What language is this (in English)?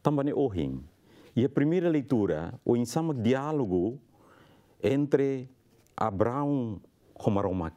Tetum